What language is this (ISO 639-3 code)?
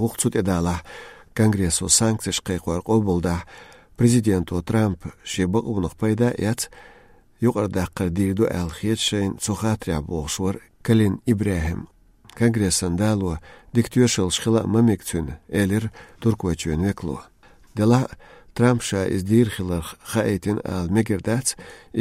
lav